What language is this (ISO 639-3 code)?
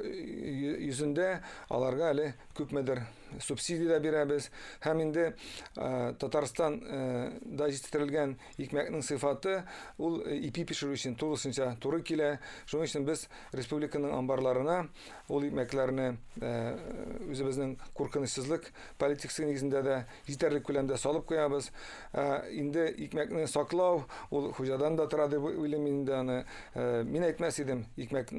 tat